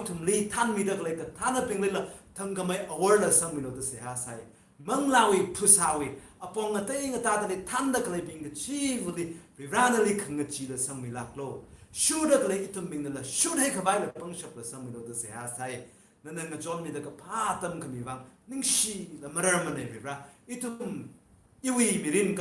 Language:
Tangkhul Naga (India)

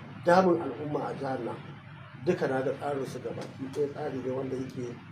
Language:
Hausa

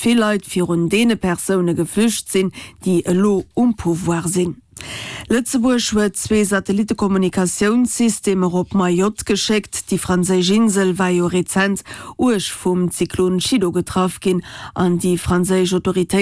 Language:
Luxembourgish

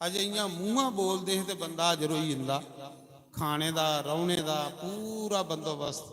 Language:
Dogri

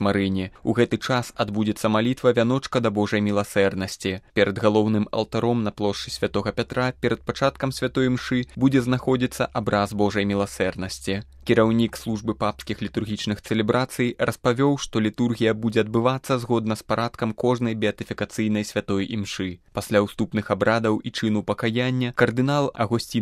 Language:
Belarusian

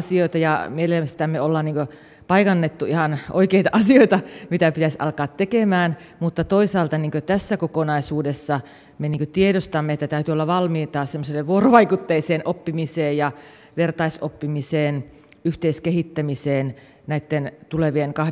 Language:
Finnish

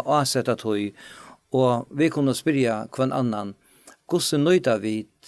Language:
Faroese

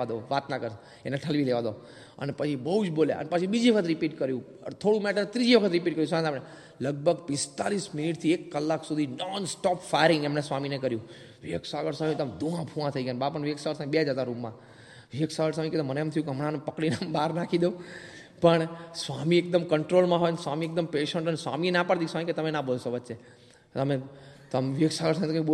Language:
Gujarati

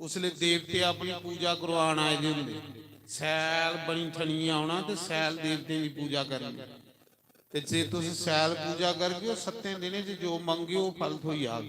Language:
Dogri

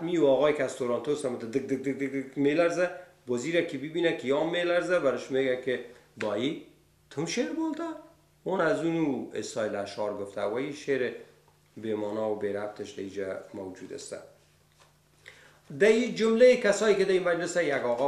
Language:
Persian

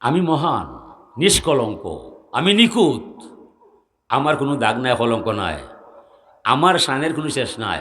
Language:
Sylheti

